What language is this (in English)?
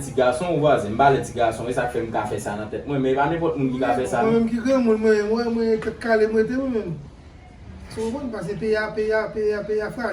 Haitian Creole